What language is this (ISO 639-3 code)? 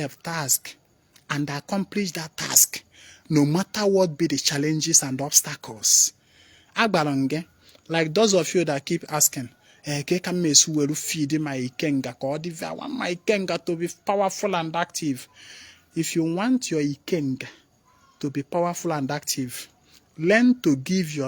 ibo